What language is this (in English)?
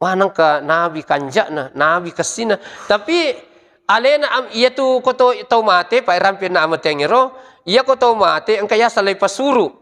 Buginese